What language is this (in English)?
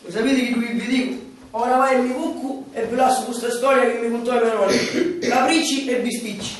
Sicilian